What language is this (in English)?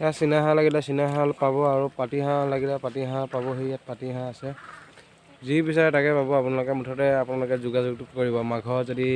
Assamese